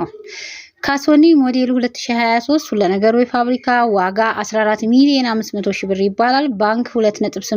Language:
Amharic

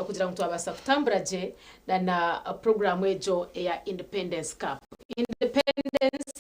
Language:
Nyankole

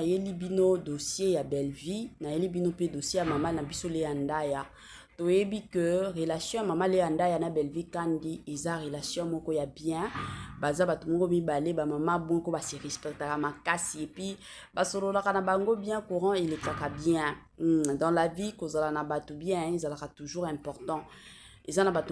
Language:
Lingala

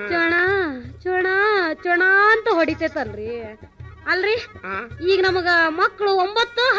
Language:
Kannada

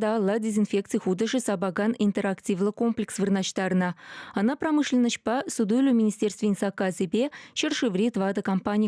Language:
Chuvash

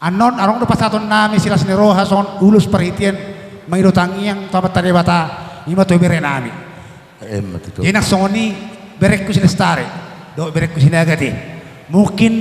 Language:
Batak Toba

